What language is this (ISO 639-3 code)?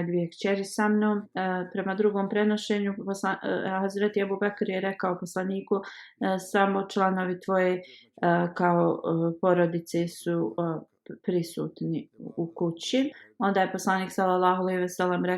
bos